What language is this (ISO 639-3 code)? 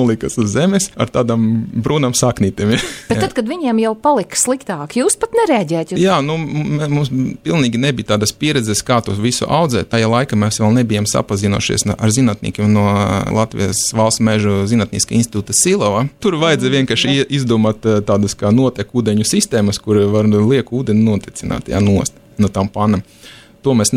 lav